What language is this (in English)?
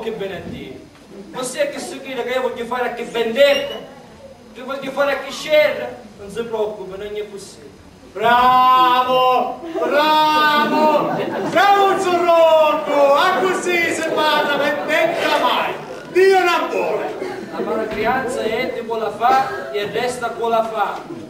Sicilian